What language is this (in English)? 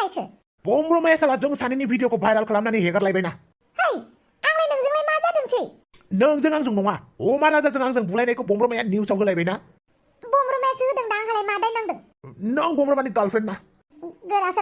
Bodo